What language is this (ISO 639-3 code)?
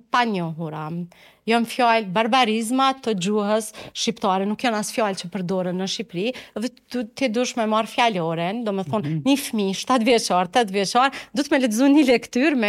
sqi